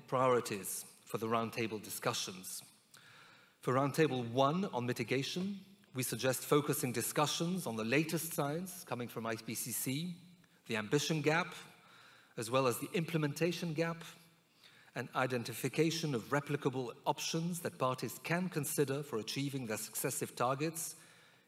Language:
English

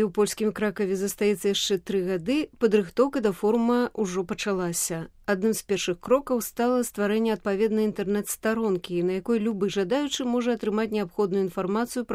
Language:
Belarusian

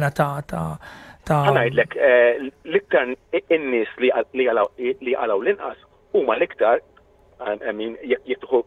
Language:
Maltese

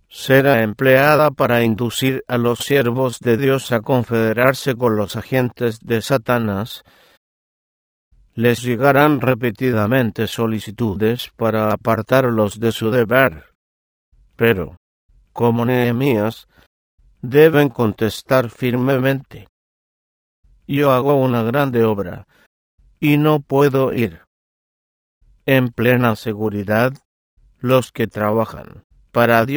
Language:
Spanish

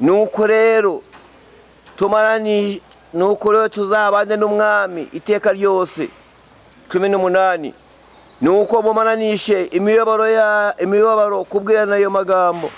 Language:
Kinyarwanda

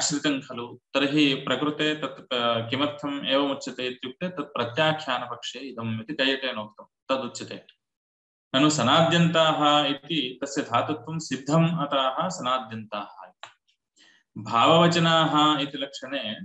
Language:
Sanskrit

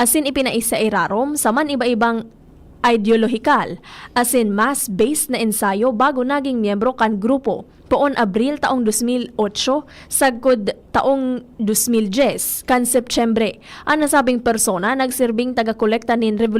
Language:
Bikol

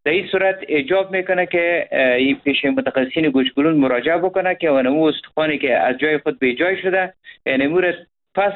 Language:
Persian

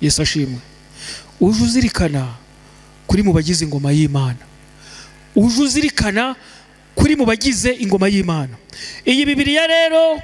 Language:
Kinyarwanda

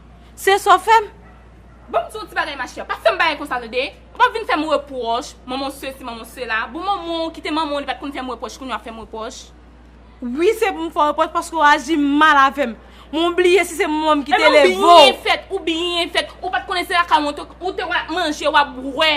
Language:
Haitian Creole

